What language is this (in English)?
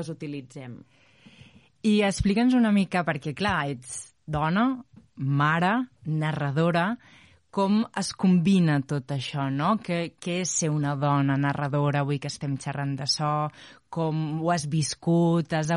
Catalan